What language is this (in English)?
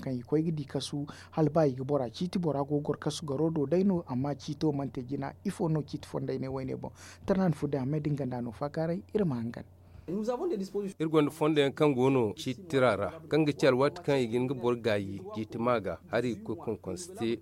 Zarma